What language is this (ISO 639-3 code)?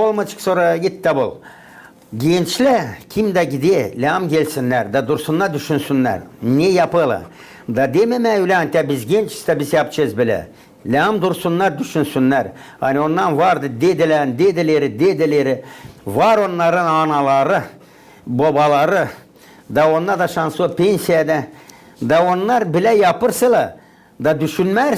gag